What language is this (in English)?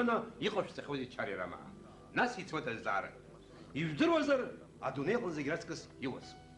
Abkhazian